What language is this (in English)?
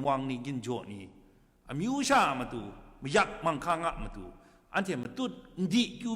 Kachin